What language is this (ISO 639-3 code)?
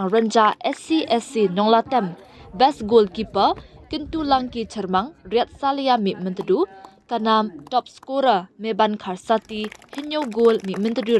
kha